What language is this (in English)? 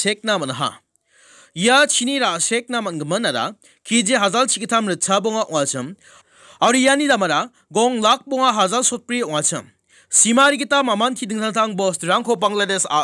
Garo